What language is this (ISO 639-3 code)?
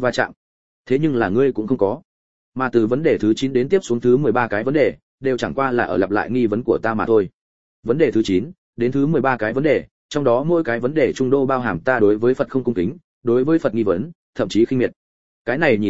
vie